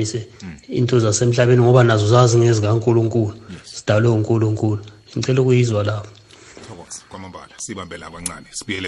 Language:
South Ndebele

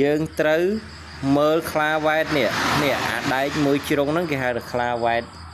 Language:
Khmer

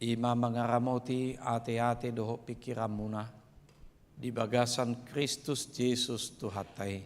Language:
Batak Toba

